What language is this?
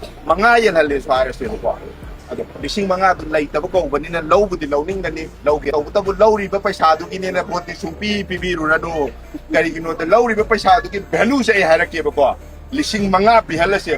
Manipuri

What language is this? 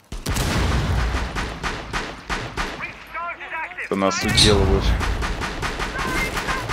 Russian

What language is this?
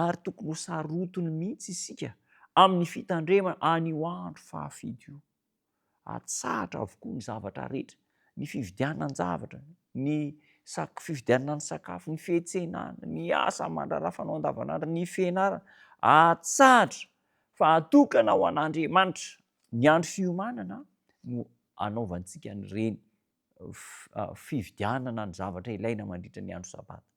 Malagasy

